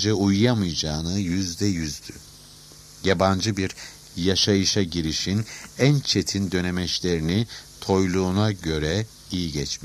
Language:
Turkish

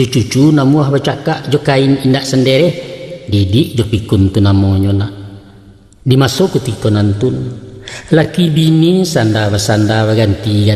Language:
Minangkabau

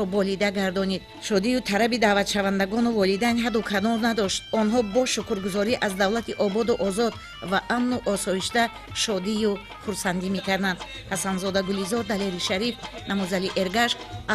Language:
Tajik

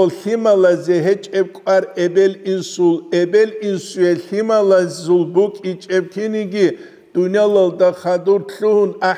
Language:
Avaric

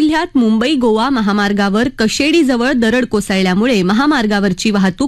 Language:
Marathi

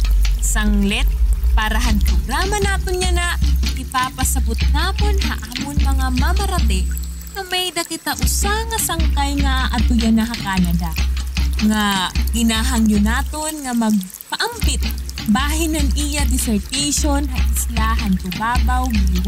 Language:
Waray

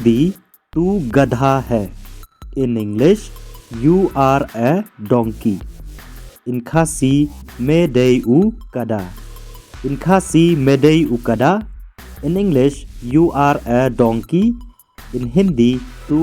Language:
Khasi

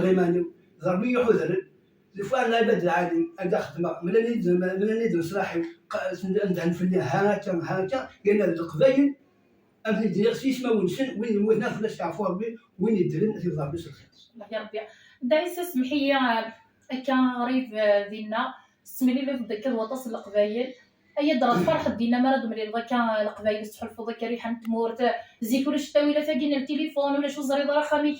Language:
Kabyle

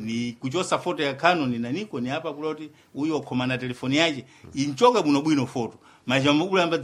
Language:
Sena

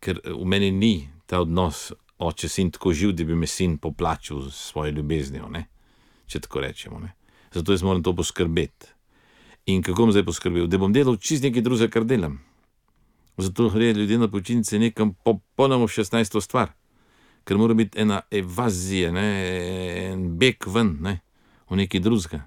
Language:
Slovenian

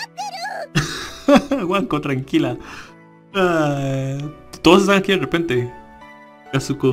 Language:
Spanish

